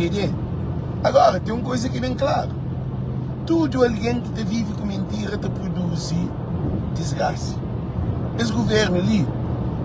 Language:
Kabuverdianu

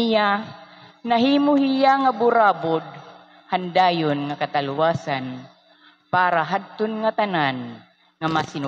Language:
Waray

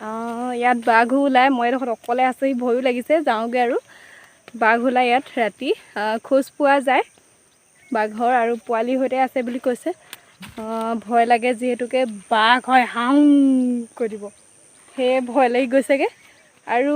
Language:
Assamese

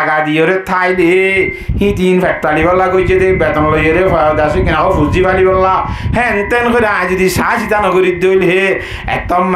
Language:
Rohingya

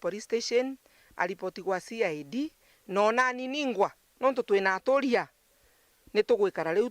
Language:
Meru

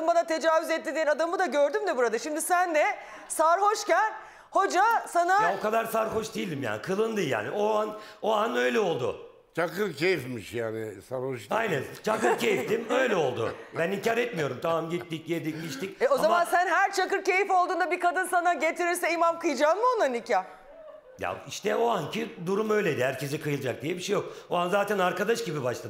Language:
Turkish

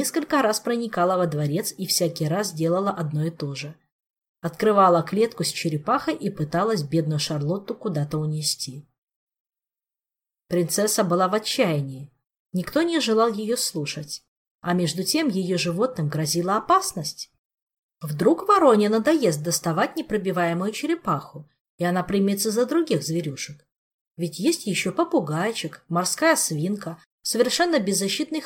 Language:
Russian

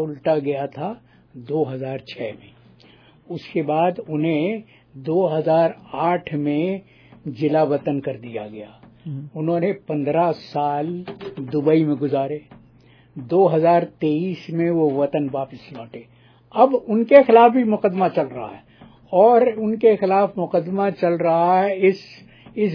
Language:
Urdu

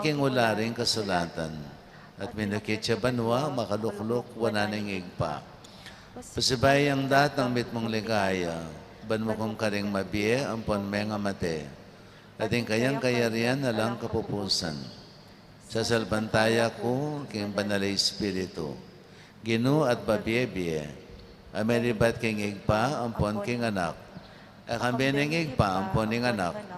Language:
Pampanga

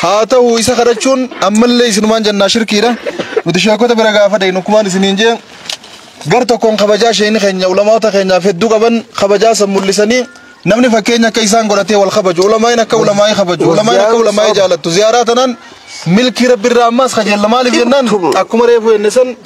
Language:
Oromo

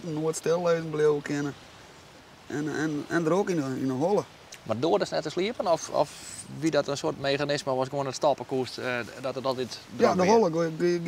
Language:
Western Frisian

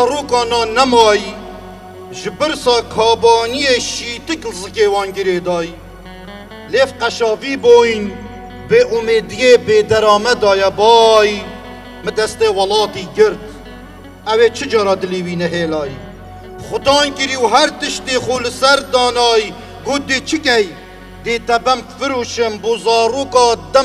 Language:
Kurdish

